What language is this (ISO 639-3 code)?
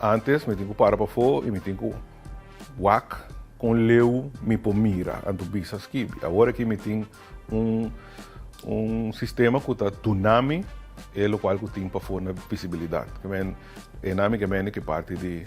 pap